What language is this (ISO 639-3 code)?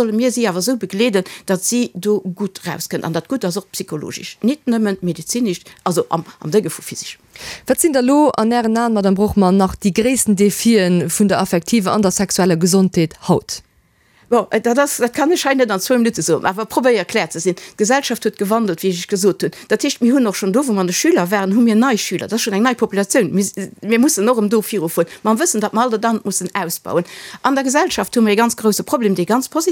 ltz